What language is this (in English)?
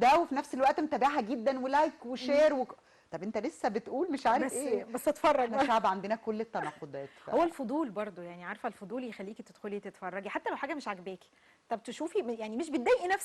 Egyptian Arabic